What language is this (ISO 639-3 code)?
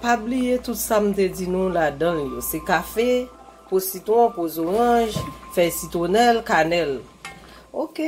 hat